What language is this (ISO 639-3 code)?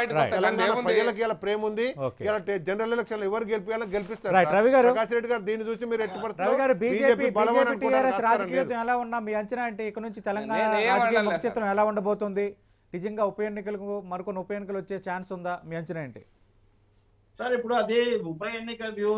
tel